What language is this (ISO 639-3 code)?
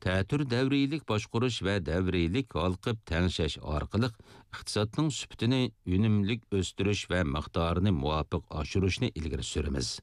uig